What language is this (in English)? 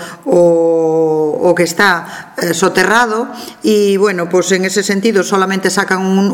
Galician